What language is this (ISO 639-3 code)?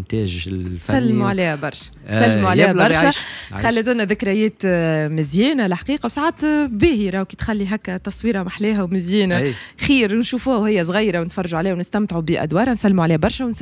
aeb